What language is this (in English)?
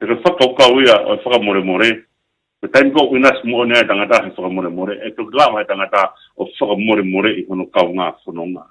Tongan